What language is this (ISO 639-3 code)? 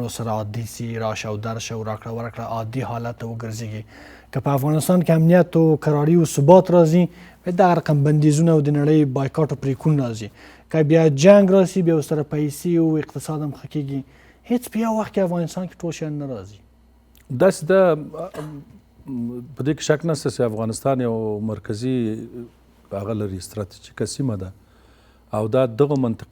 pus